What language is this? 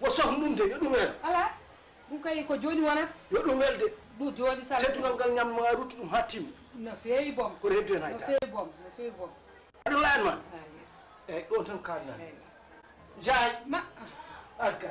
Fula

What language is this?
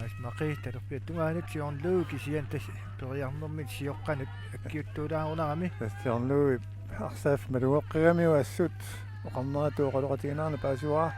Kalaallisut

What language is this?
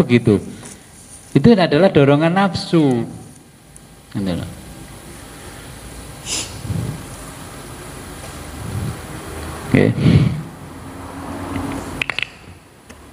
Indonesian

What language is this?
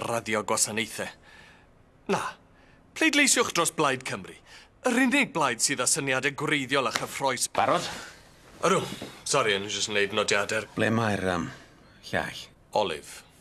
Welsh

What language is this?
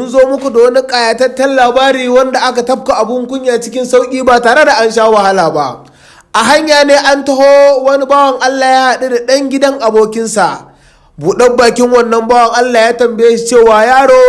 Hausa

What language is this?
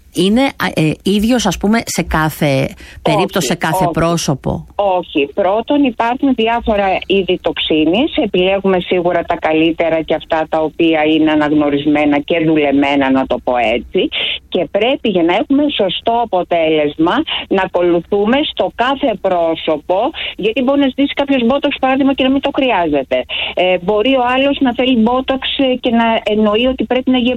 Greek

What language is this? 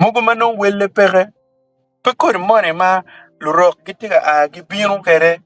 Acoli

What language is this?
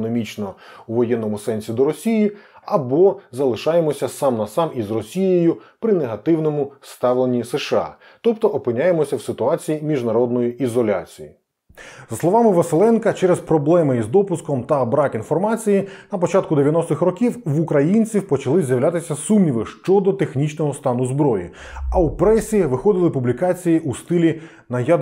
Ukrainian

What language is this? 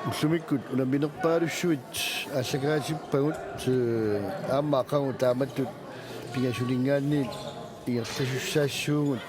Kalaallisut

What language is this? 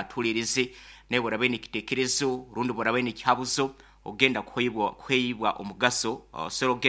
Nyoro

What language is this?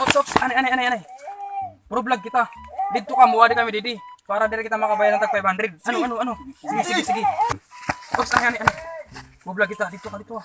Waray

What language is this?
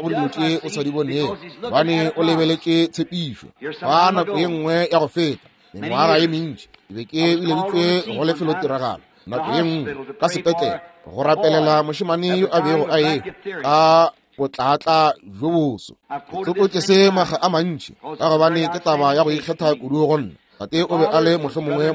Northern Sotho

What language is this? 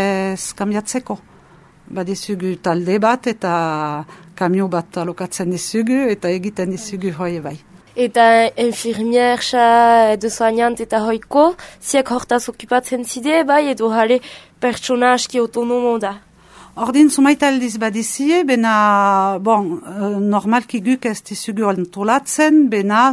Basque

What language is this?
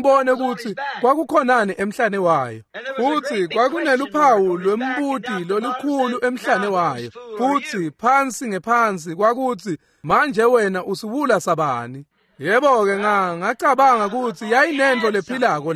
Swati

